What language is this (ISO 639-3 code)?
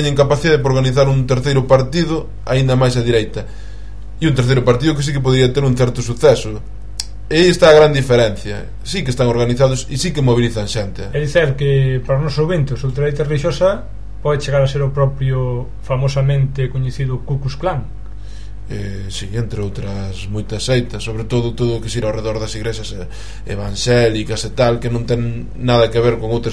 glg